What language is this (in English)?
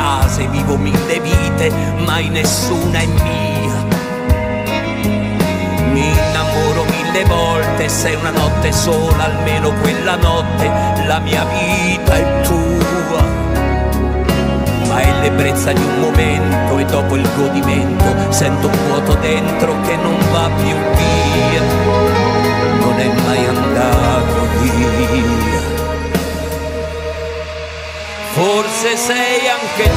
Italian